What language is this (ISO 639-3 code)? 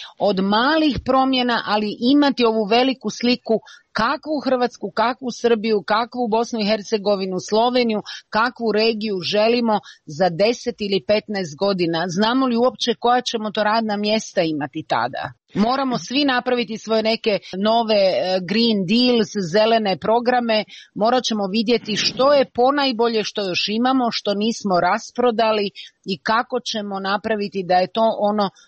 hrv